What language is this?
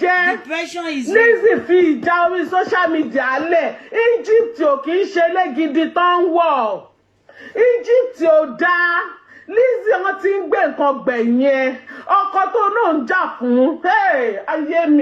Yoruba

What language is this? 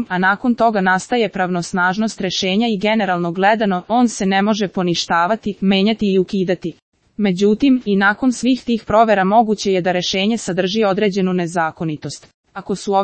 Serbian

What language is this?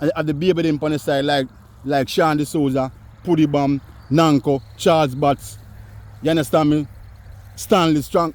Jamaican Creole English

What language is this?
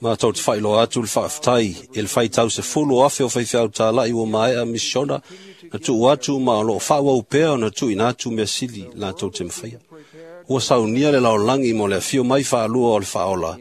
Samoan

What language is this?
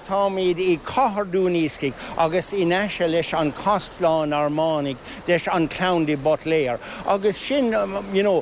Irish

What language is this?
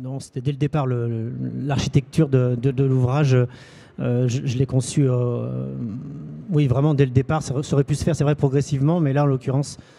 French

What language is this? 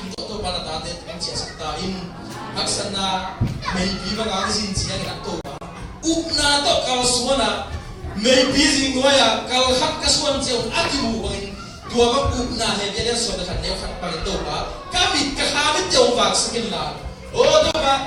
Tedim Chin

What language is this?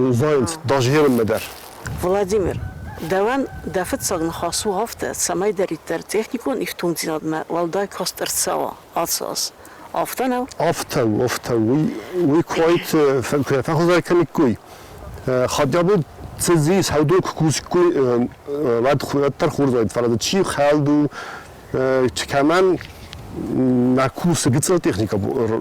Ossetic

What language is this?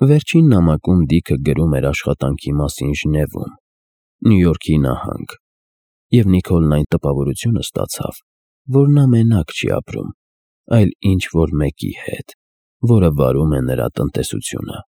Armenian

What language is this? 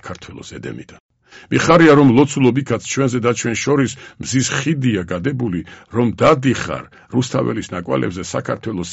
Georgian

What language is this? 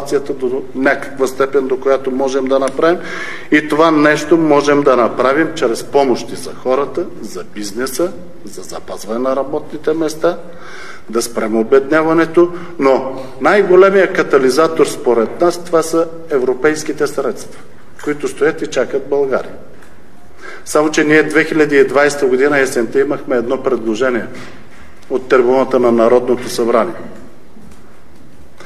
Bulgarian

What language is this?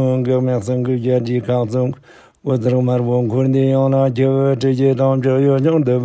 Tibetan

